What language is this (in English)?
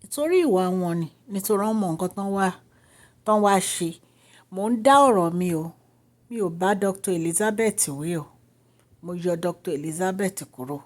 Yoruba